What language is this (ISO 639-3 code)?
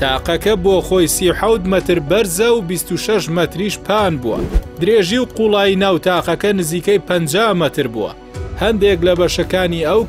ckb